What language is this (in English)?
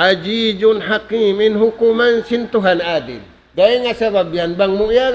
Tausug